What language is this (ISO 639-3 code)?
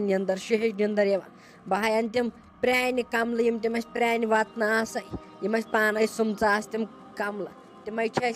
kas